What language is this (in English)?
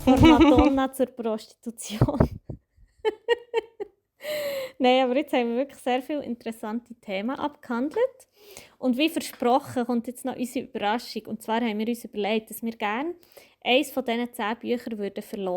Swiss German